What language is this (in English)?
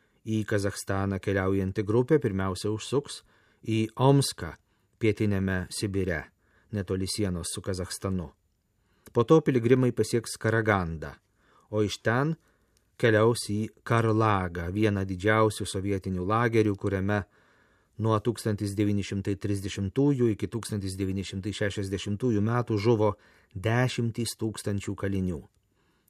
Lithuanian